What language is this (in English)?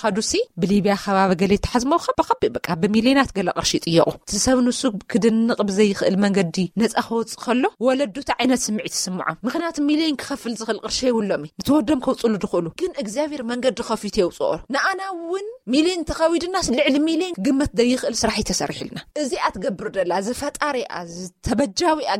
Tigrinya